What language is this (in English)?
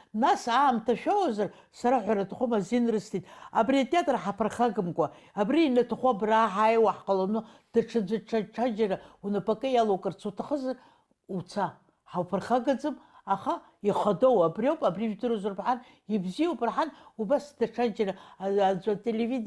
Abkhazian